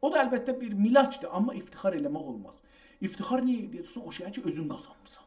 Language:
South Azerbaijani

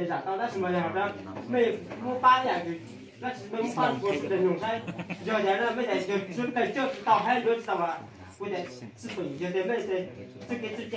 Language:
Hmong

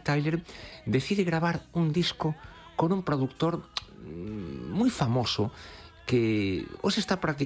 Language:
Galician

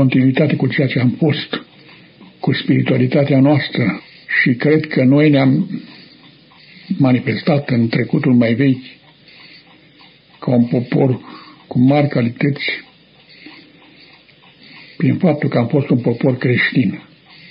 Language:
Romanian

